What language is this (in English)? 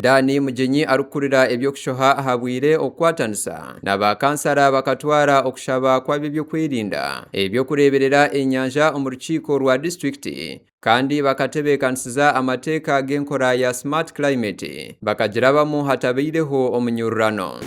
Nyankole